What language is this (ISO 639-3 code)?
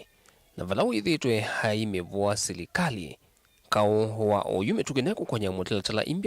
kam